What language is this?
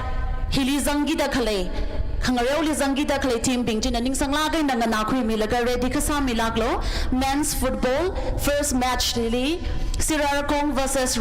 Tangkhul Naga (India)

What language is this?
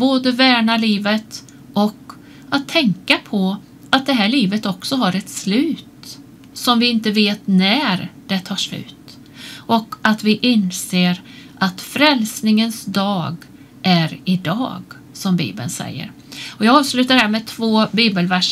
Swedish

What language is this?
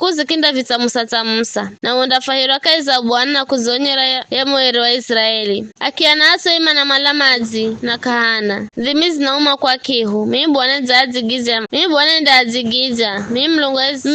Giryama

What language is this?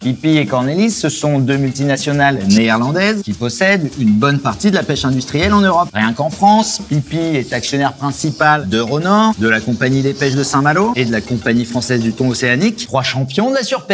French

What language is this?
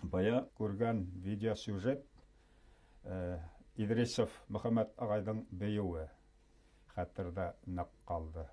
Bashkir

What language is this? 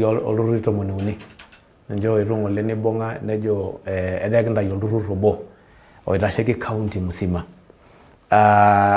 Masai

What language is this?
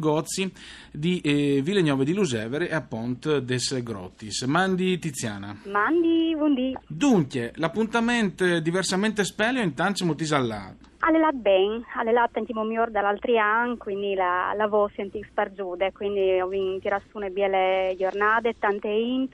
Friulian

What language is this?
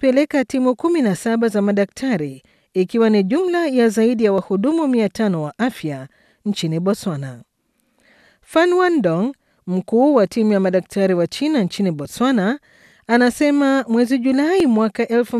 Swahili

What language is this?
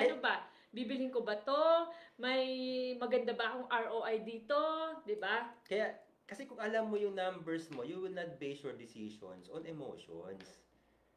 Filipino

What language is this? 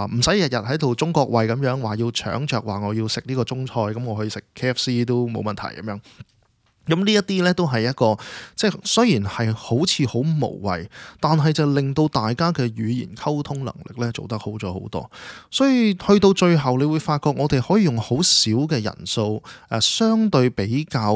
Cantonese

